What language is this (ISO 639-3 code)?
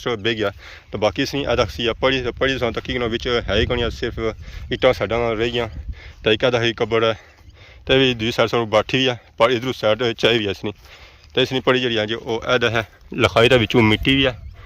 phr